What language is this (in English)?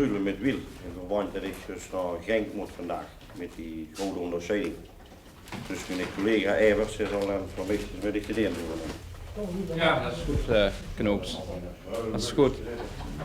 Limburgish